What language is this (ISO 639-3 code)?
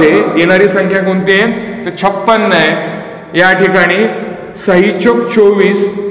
mar